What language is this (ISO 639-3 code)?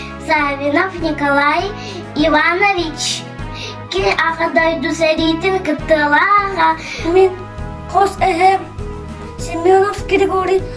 sah